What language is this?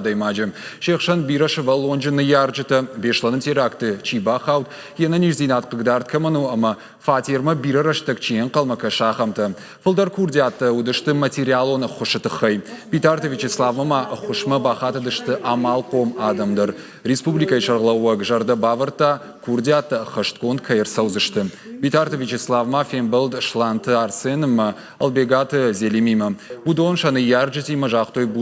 Ossetic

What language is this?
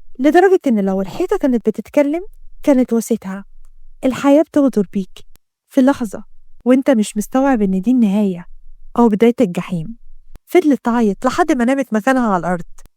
Egyptian Arabic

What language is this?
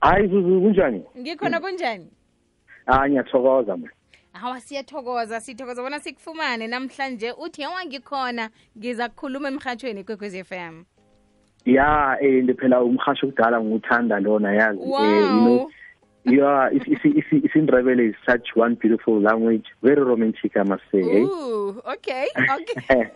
South Ndebele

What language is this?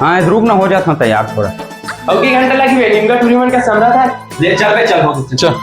Chhattisgarhi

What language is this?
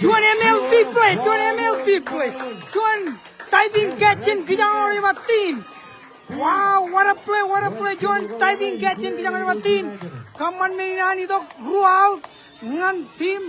Marshallese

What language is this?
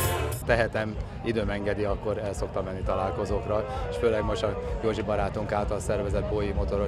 Hungarian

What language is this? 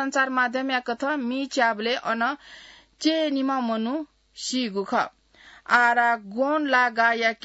Newari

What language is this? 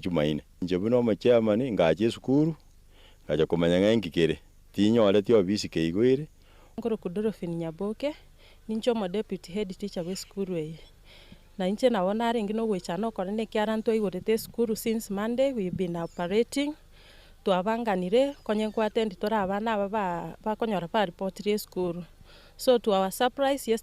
Gusii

